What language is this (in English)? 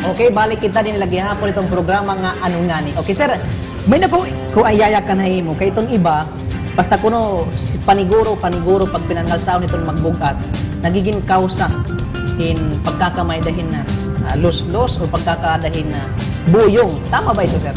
Waray